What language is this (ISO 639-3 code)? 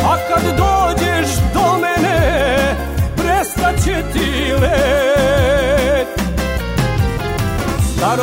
srp